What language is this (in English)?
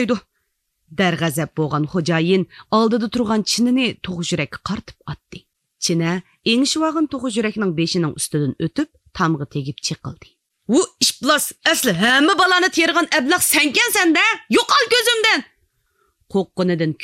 Uyghur